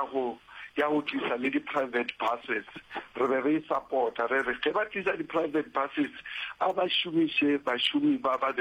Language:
Northern Sotho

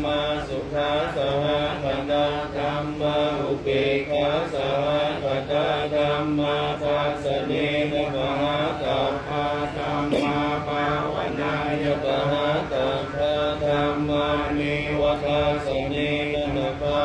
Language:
Pali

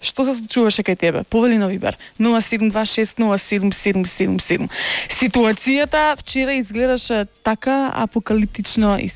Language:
Macedonian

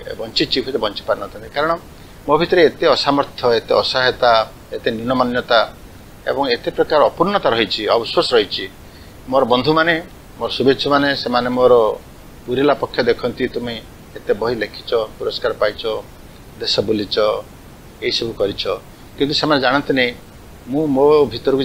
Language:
Odia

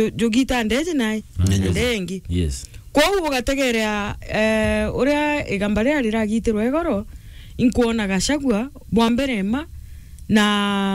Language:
Meru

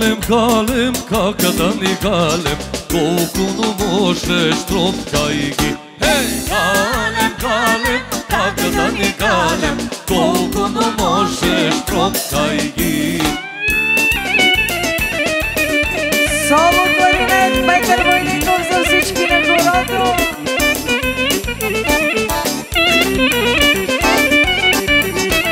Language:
Bulgarian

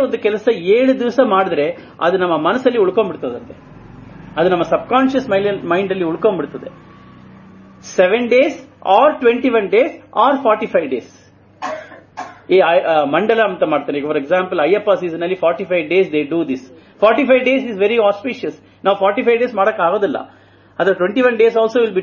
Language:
Kannada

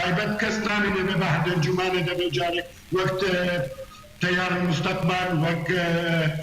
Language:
Kurdish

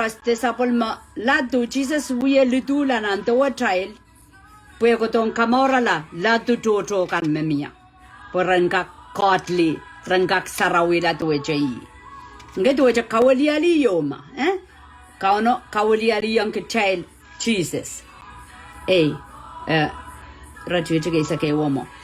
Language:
Pohnpeian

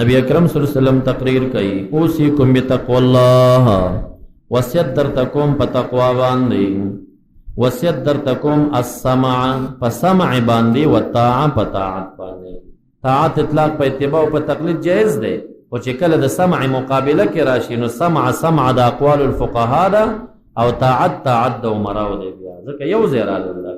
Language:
Pashto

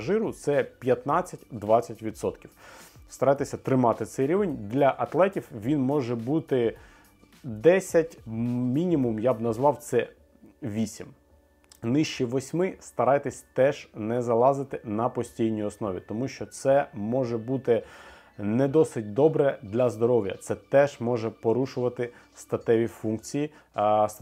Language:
Ukrainian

